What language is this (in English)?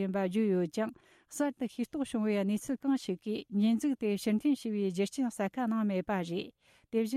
Tibetan